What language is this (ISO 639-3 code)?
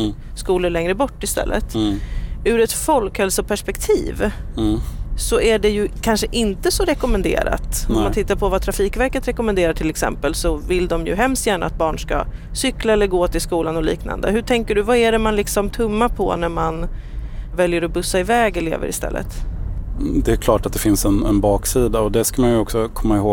swe